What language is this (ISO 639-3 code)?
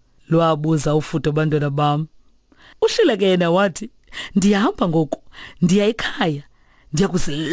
xho